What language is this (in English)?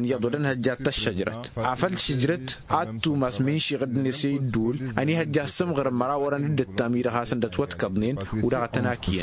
Tamasheq